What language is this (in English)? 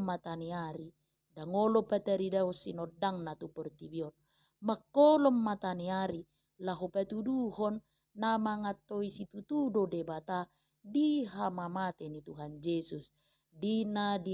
Batak Toba